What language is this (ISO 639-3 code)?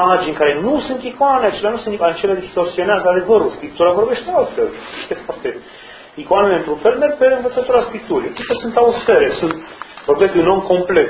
ron